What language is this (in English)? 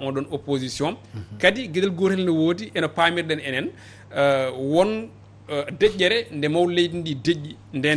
Fula